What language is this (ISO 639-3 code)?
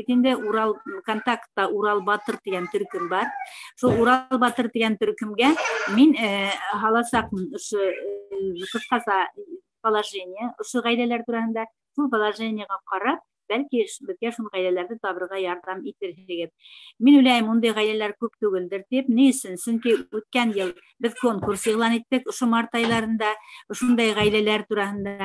bak